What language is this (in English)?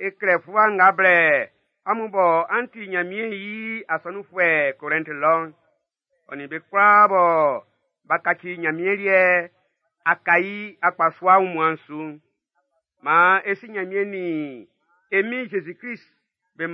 Baoulé